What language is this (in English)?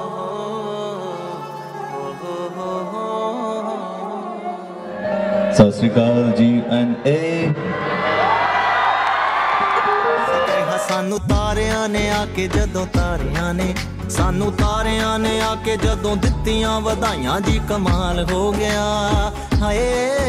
Punjabi